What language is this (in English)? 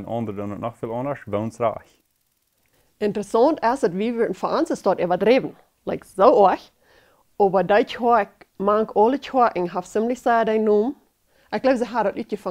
Plautdietsch